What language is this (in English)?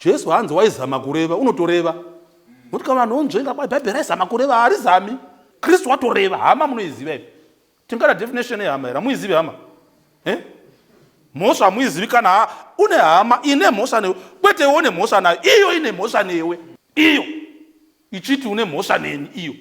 Shona